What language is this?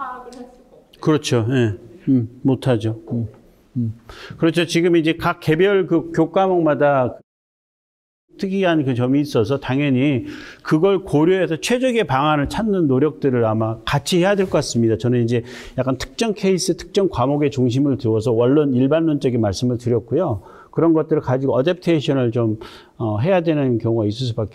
Korean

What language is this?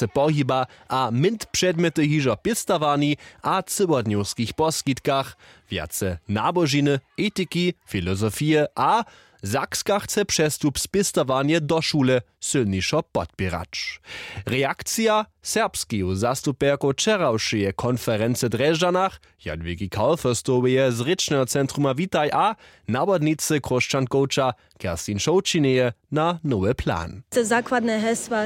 Upper Sorbian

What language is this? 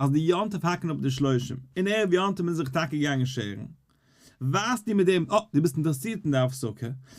Yiddish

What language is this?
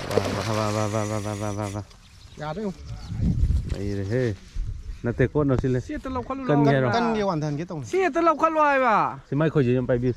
Manipuri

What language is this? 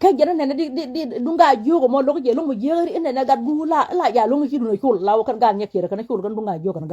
Nuer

